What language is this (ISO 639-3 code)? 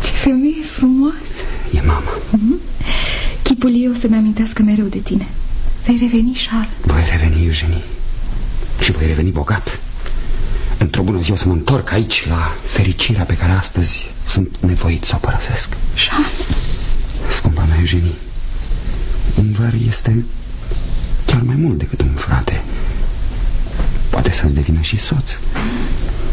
ron